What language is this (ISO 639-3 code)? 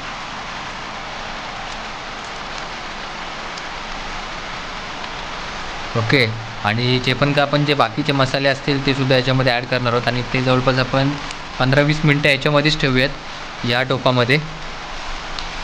mar